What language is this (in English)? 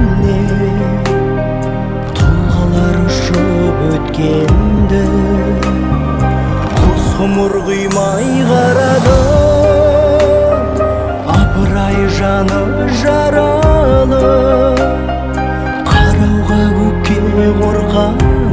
Kazakh